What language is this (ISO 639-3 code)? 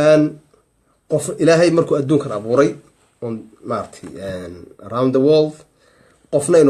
som